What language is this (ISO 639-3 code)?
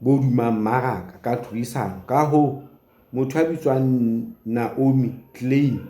sot